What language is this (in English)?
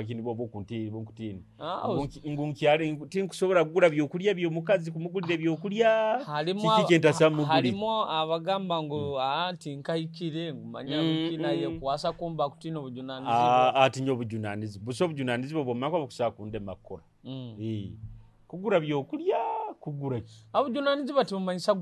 Nyoro